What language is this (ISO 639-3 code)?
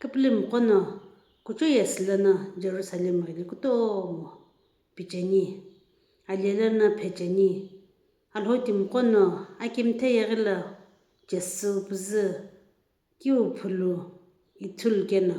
nsm